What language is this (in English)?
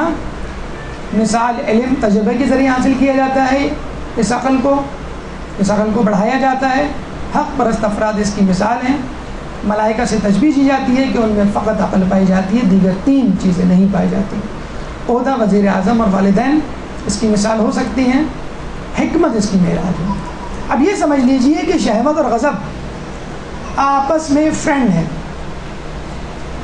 Urdu